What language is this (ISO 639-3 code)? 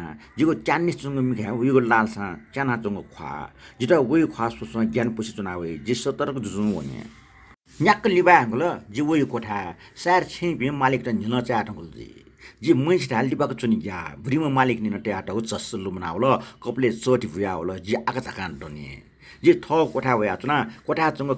new